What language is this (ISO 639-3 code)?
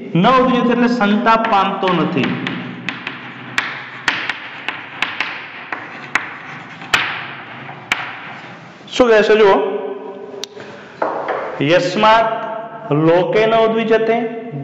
guj